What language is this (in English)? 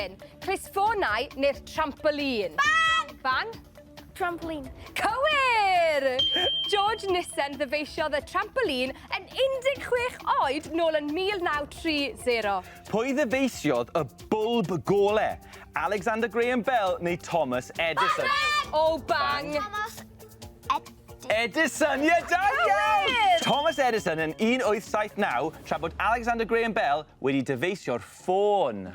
Welsh